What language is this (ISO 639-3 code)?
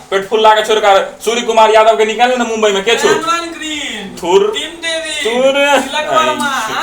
mai